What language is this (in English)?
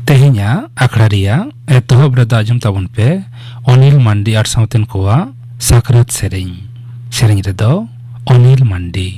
Santali